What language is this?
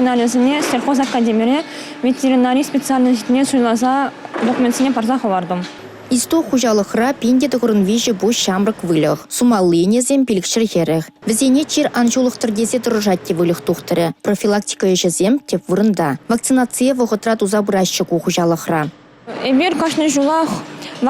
Chuvash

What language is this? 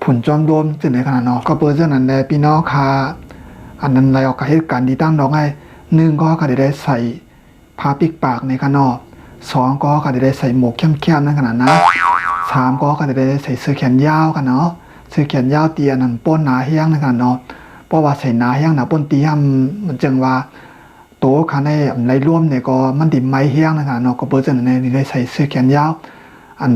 Shan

